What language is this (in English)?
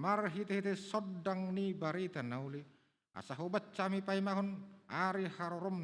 Batak Toba